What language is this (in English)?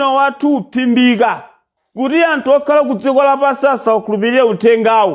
Nyanja